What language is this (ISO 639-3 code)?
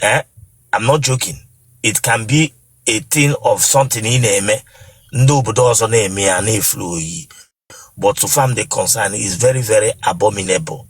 ibo